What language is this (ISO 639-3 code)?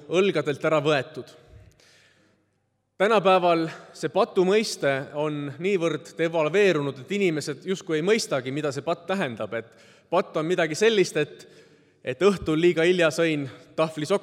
est